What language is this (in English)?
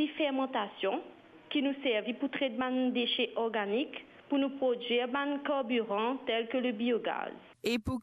Morisyen